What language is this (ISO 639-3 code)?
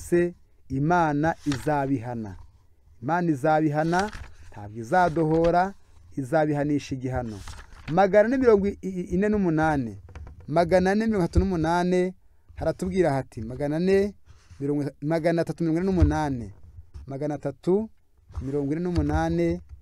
kin